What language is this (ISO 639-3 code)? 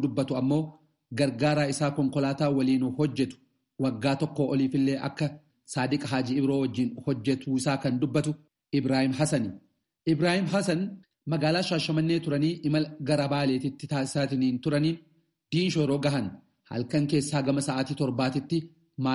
orm